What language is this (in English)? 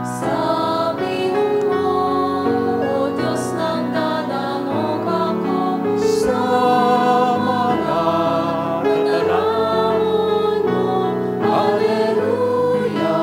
Bikol